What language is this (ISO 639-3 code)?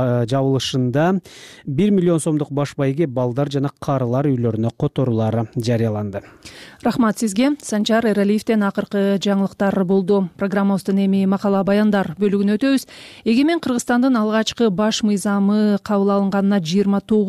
kir